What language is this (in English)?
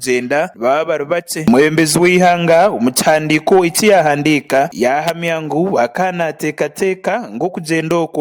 Nyankole